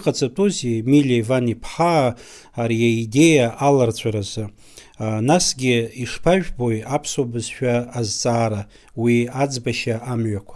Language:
Abkhazian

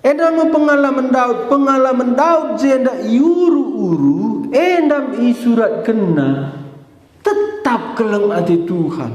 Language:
Batak Karo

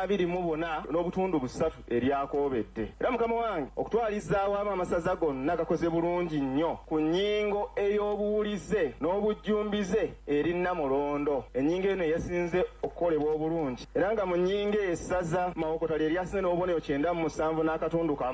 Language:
Ganda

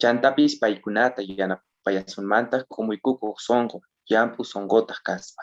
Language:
South Bolivian Quechua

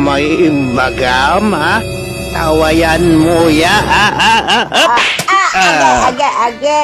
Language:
Pangasinan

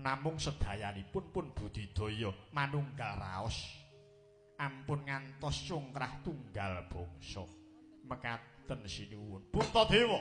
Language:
Javanese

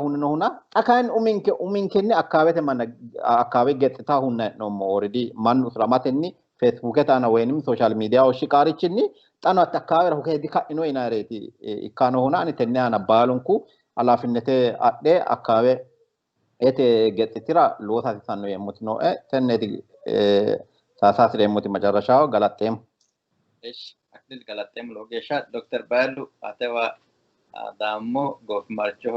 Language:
Sidamo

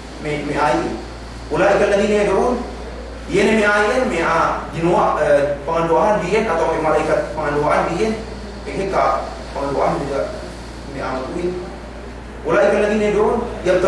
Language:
Yakan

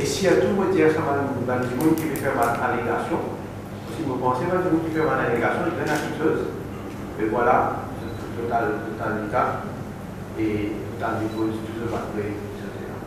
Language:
Morisyen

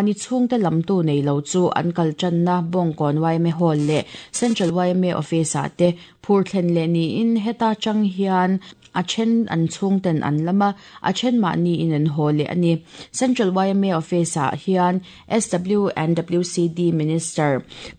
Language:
Mizo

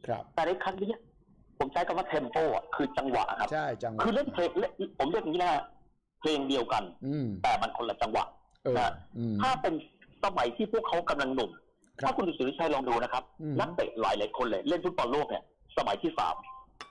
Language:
Thai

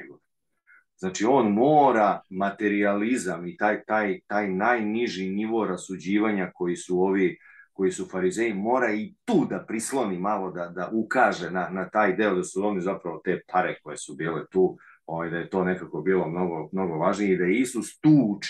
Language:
Serbian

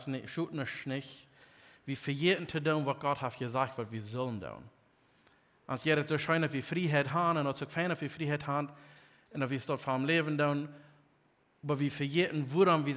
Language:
Plautdietsch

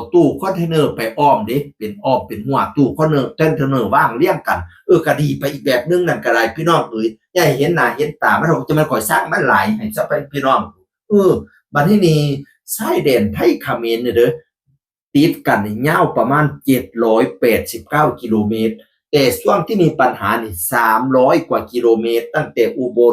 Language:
Northeastern Thai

